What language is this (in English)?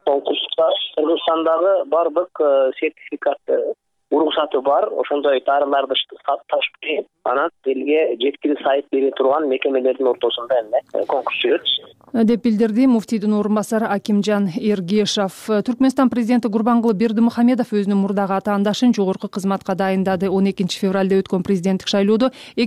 Kyrgyz